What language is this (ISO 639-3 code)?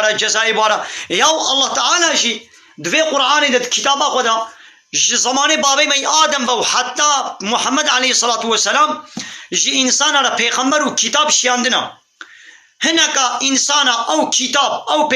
kur